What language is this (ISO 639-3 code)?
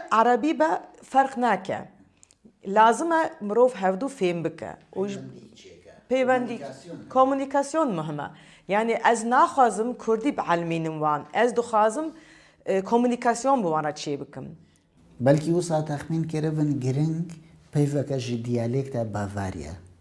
kur